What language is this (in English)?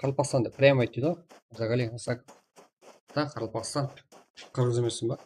Kara-Kalpak